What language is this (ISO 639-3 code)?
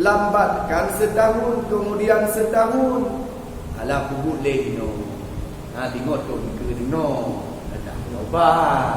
ace